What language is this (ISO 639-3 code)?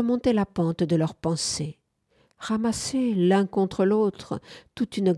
fra